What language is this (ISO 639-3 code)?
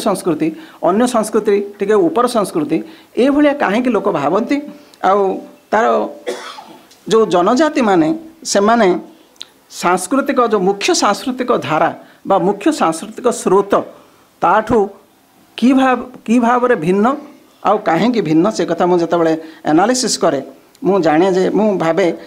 ori